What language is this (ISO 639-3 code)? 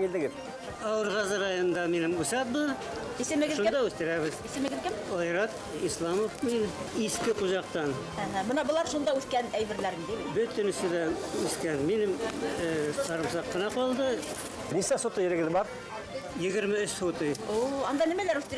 bak